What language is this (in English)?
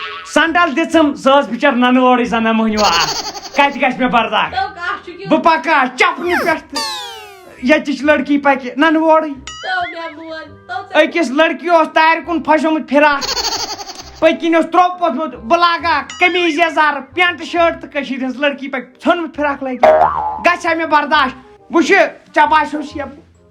Kashmiri